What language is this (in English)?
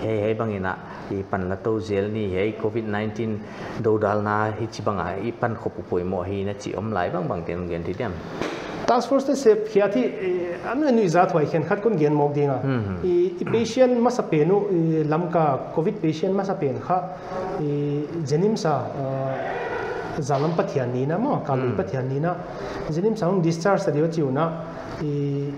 Paite Chin